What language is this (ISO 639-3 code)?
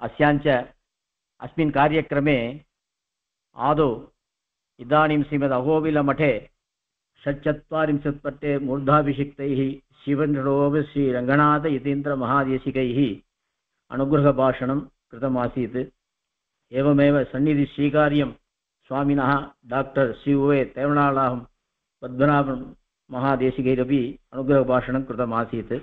san